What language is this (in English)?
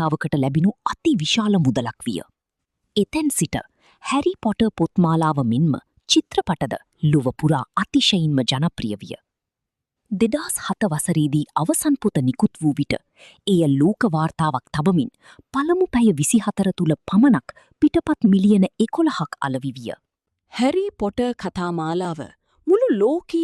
Sinhala